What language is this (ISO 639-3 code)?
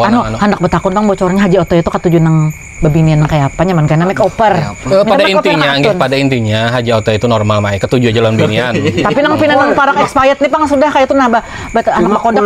bjn